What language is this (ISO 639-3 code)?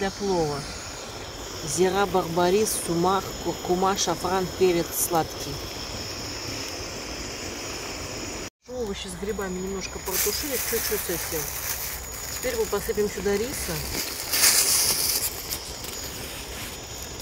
rus